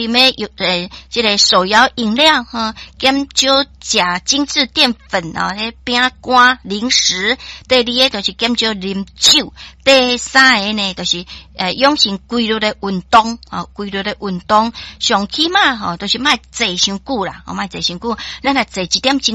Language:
Min Nan Chinese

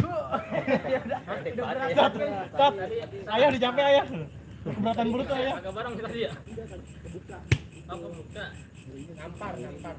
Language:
Betawi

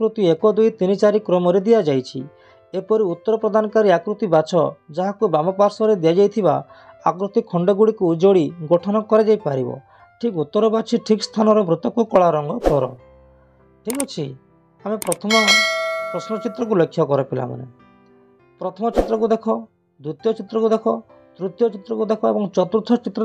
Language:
Odia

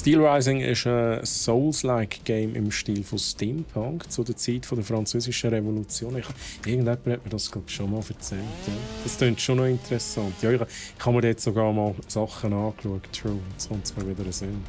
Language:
Swiss German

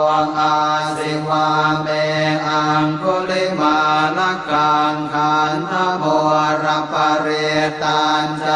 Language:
Pali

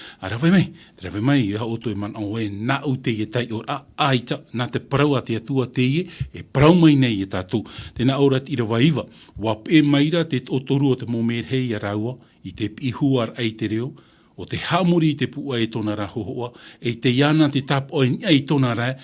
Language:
Tahitian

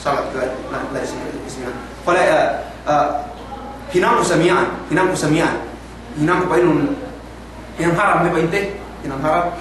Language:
Yakan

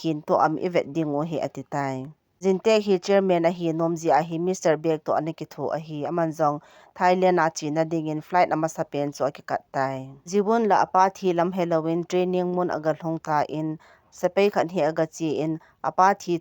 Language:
Thado Chin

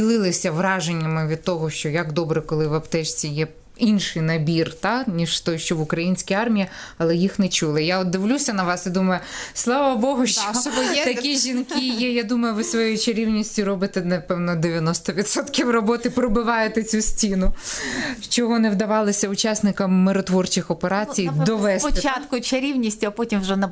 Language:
Ukrainian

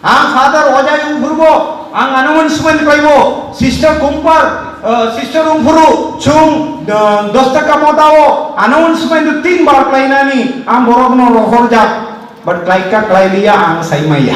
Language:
Kok Borok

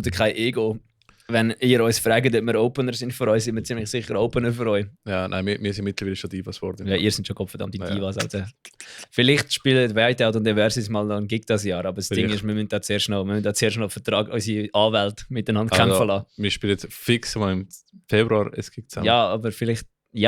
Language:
Swiss German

